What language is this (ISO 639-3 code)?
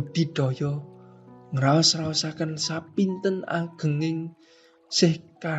jav